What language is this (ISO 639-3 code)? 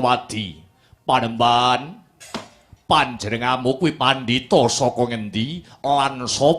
jav